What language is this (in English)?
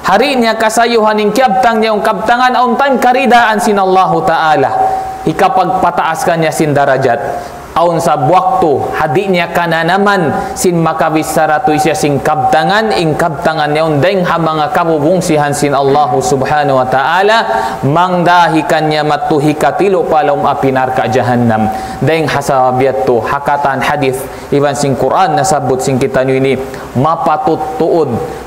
Tausug